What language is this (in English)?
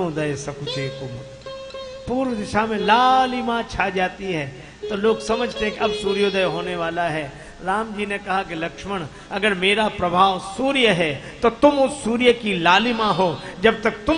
Hindi